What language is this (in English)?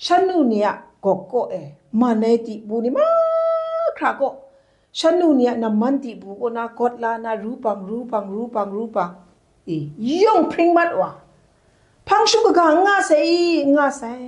Kachin